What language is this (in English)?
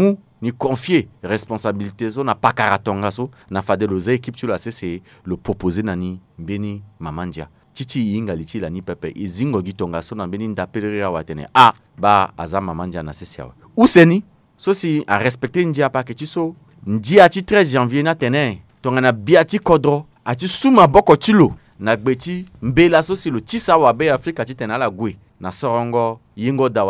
Sango